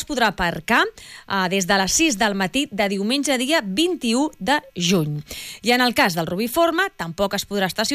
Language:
Catalan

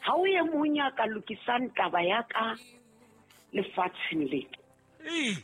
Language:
Southern Sotho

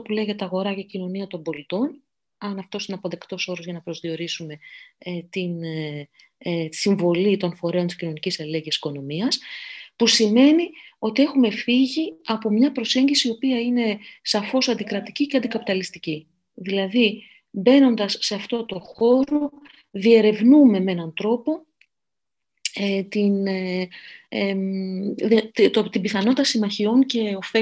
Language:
Greek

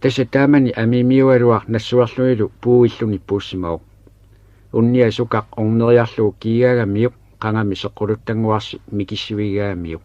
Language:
Kalaallisut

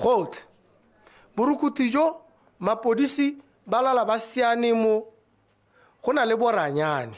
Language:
Tswana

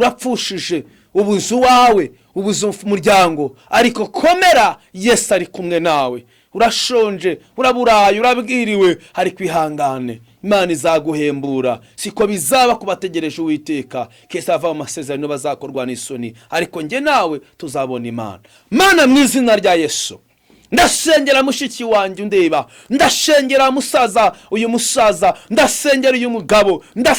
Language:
Kinyarwanda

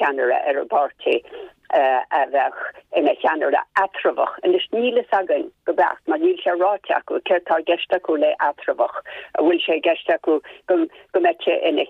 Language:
Irish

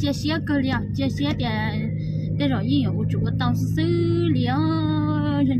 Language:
Hmong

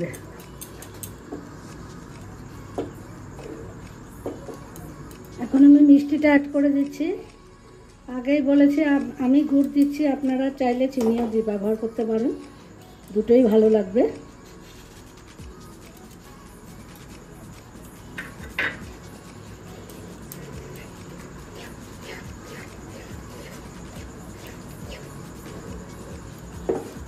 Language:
Bangla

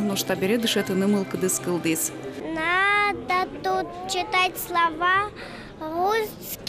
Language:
Udmurt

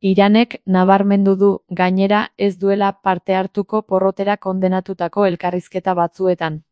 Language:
Basque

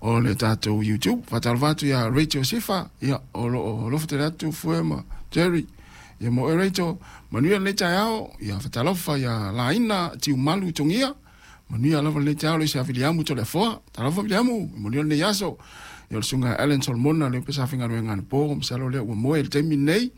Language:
Samoan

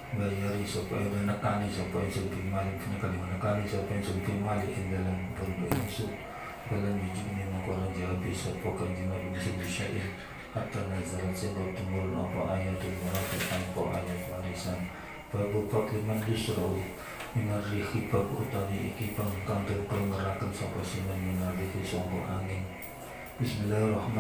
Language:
Javanese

